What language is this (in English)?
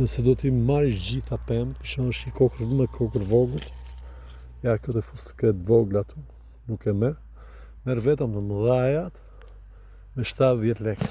Albanian